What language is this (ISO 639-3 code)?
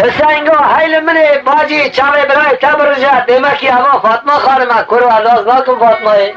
kur